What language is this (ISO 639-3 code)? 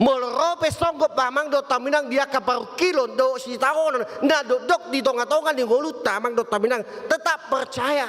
bbc